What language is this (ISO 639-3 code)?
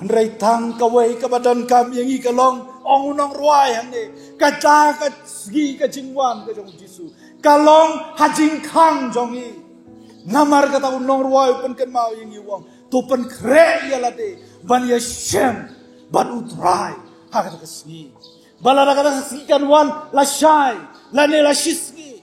kha